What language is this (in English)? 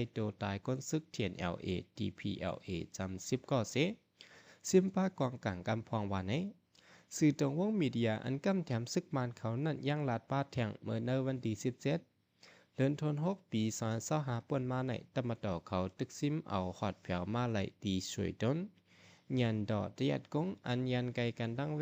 Shan